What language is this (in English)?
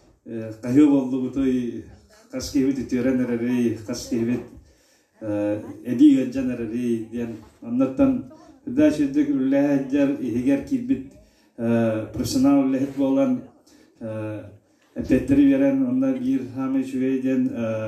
Yakut